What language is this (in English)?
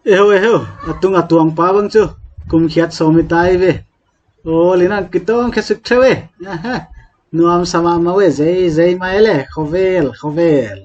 Paite Chin